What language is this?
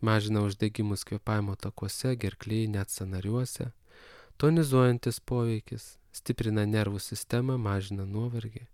Lithuanian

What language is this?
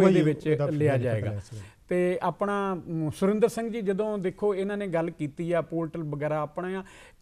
Punjabi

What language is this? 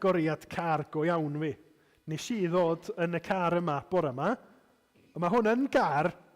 Welsh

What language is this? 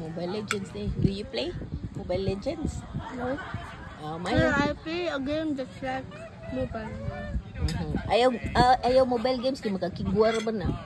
Cebuano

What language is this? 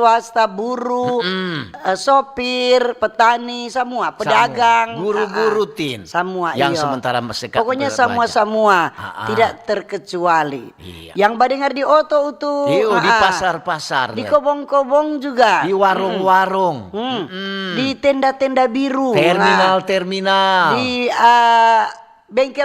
Manado Malay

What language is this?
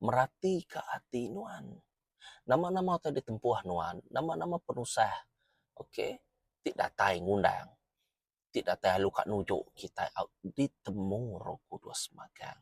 Iban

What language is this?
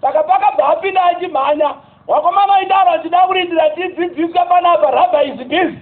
Shona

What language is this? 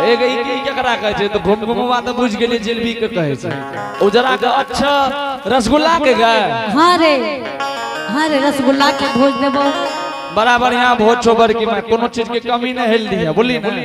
Angika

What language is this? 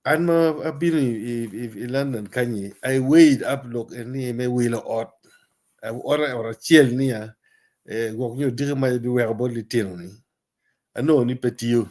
Acoli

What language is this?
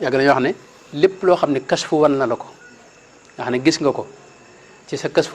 Wolof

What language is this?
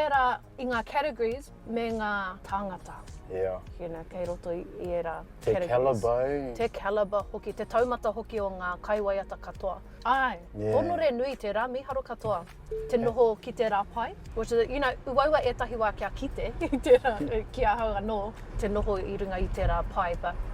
Māori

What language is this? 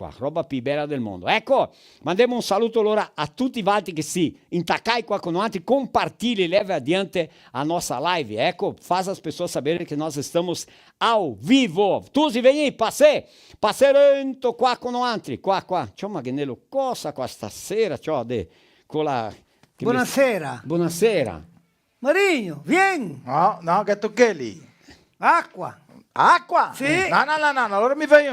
Venetian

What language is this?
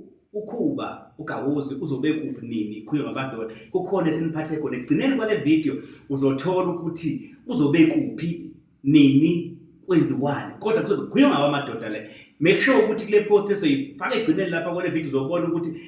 Zulu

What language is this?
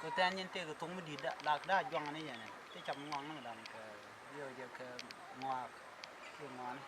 Nuer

